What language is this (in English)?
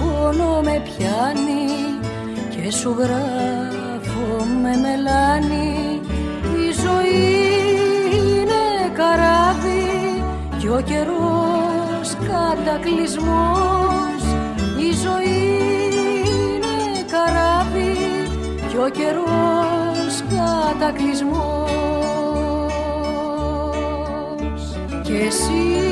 Greek